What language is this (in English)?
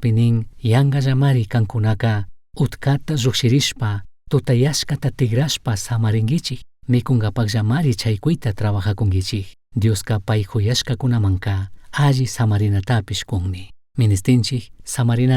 Chimborazo Highland Quichua